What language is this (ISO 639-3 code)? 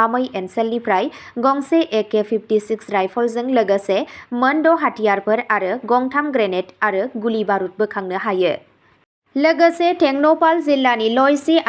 brx